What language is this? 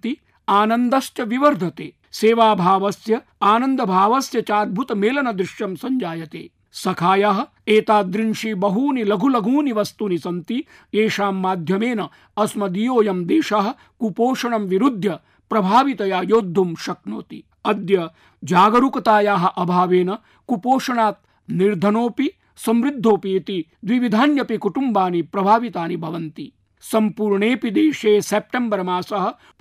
Sanskrit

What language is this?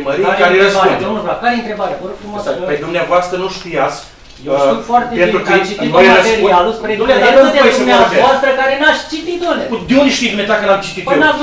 Romanian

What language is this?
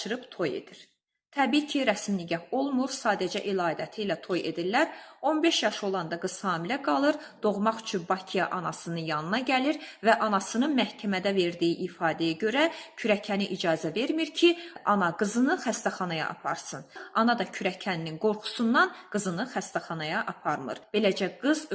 Azerbaijani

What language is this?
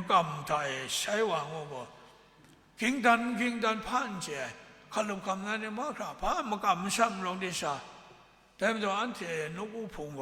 Kachin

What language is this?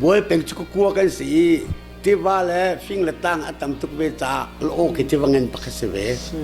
Hakha Chin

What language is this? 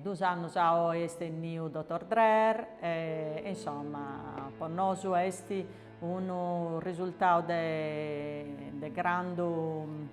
Sardinian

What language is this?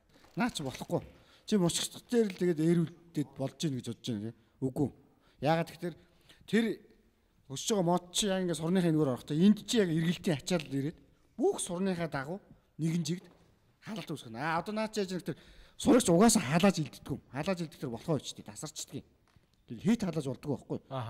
Mongolian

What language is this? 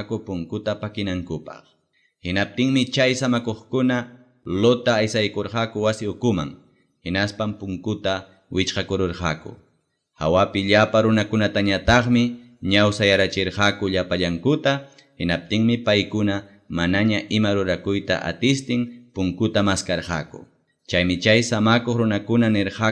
Ayacucho Quechua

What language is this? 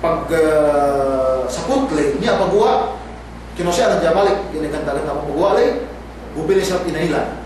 Yakan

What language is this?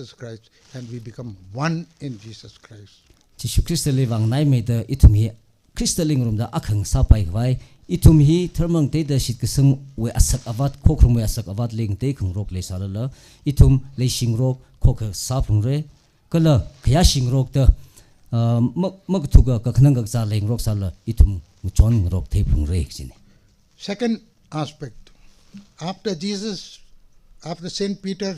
Tangkhul Naga (India)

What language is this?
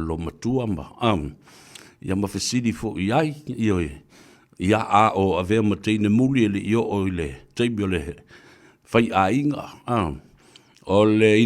Samoan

